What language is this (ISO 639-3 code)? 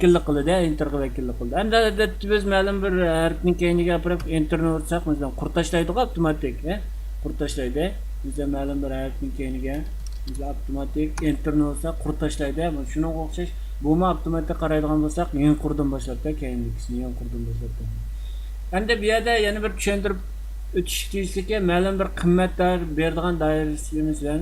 uig